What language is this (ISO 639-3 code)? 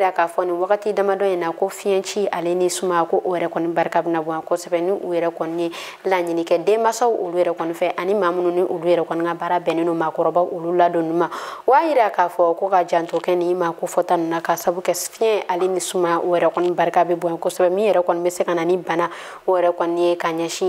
bam